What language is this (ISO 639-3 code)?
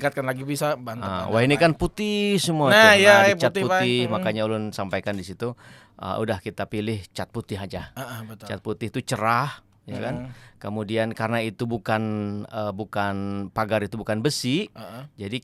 bjn